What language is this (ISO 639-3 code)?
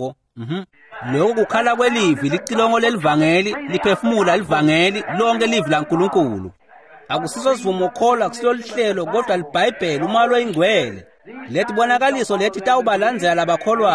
ssw